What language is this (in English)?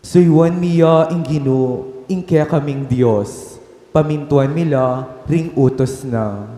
Pampanga